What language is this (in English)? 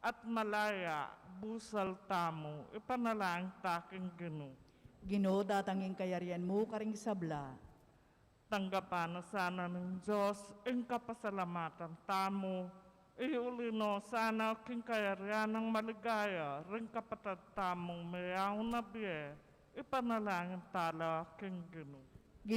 Pampanga